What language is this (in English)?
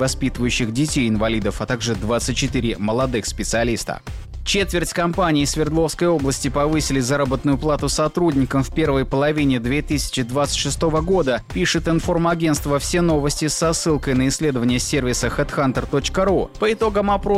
Russian